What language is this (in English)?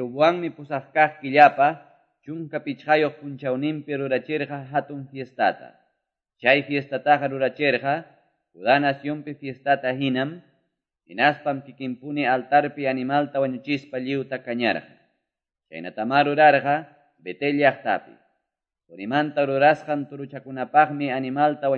Quechua